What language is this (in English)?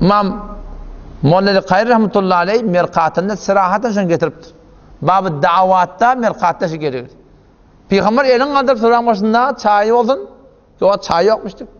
Turkmen